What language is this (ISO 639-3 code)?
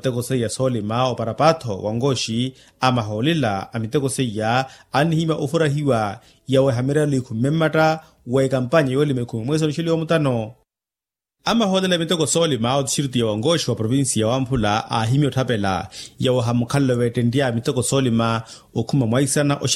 vmw